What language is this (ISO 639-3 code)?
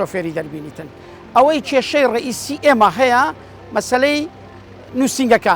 ckb